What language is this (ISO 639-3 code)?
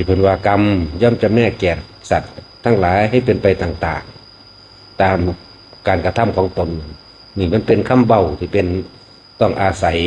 tts